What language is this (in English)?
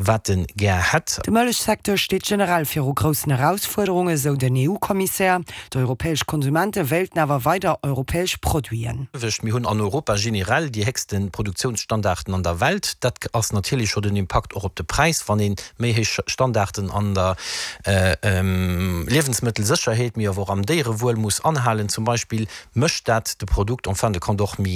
Luxembourgish